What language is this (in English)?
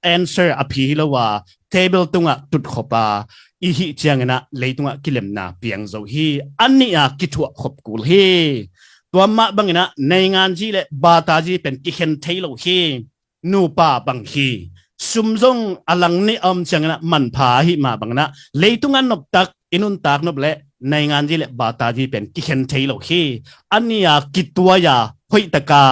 Tedim Chin